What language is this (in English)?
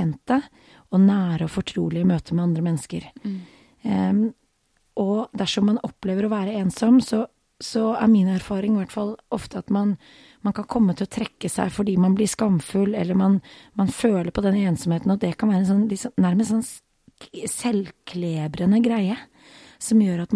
Norwegian